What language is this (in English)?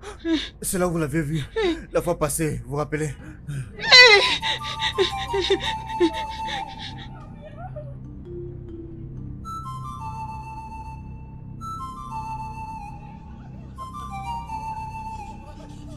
French